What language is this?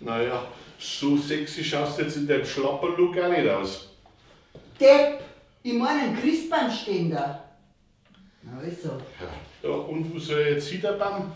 Bavarian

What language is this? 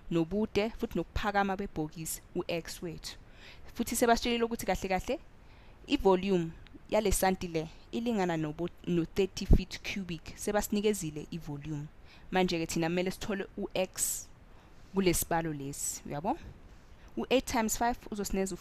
Zulu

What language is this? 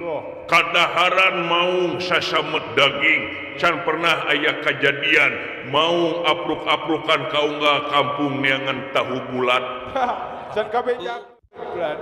Sundanese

